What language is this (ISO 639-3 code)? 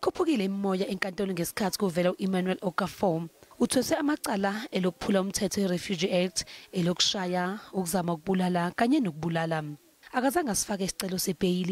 zul